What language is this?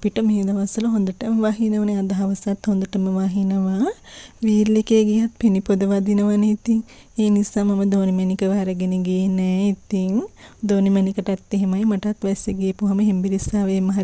Sinhala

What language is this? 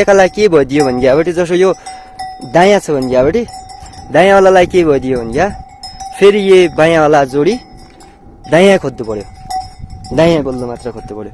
Nepali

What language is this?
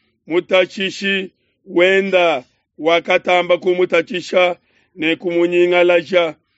Luba-Lulua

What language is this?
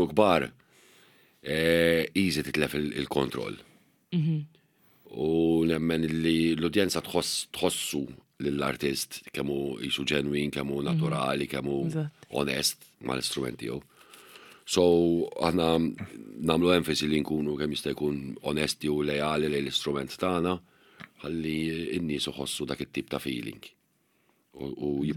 Maltese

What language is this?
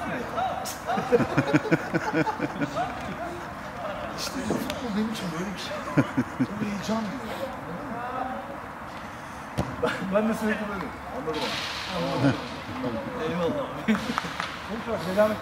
Turkish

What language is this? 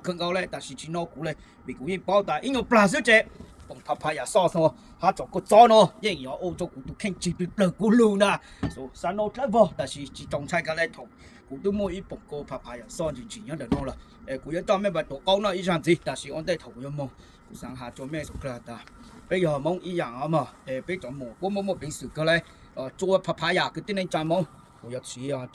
Hmong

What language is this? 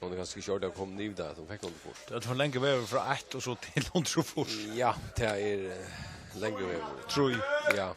Faroese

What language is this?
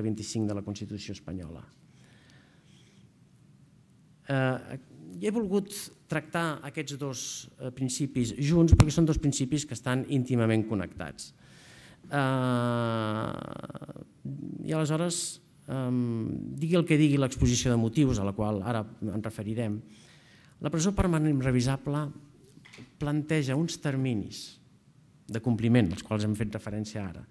Catalan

